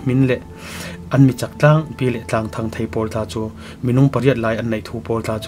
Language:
Falam Chin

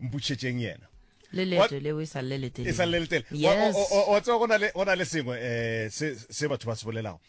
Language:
Northern Sotho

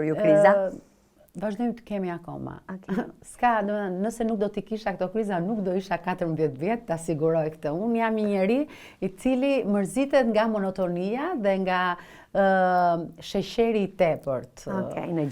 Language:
Albanian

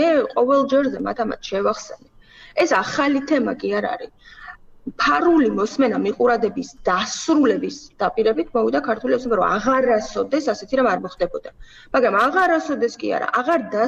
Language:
Georgian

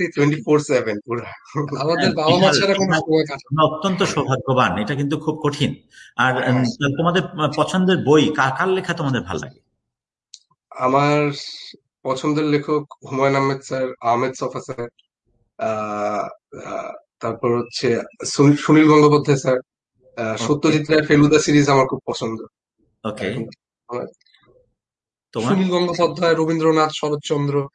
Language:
Bangla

